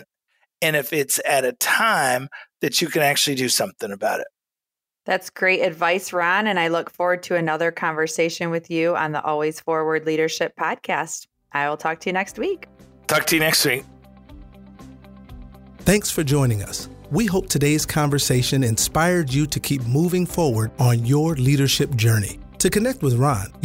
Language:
English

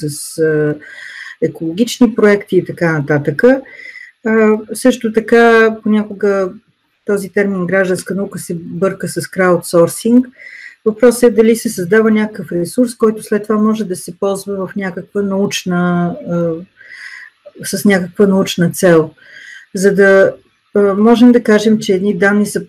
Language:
Bulgarian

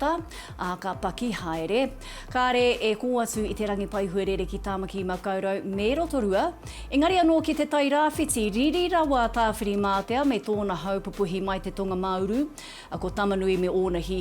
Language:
Māori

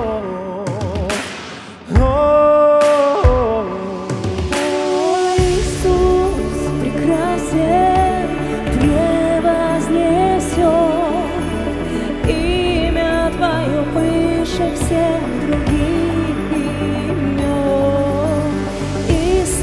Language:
Russian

